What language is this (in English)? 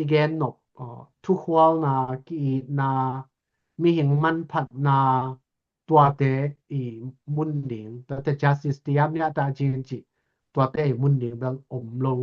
Tedim Chin